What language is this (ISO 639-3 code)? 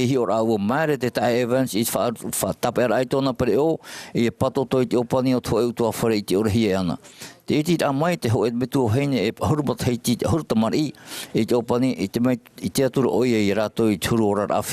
tah